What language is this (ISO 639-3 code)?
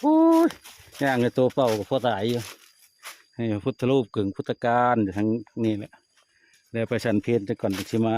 tts